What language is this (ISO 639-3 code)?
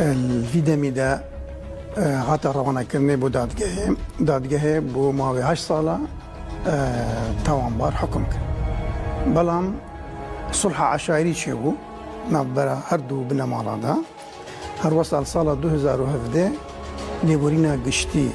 kur